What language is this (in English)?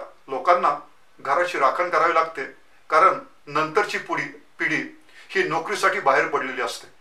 Marathi